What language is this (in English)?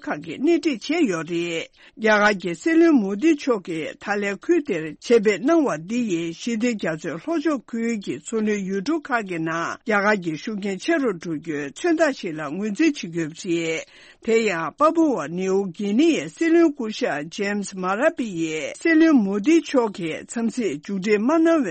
Tibetan